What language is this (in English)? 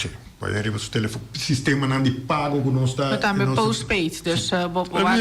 Papiamento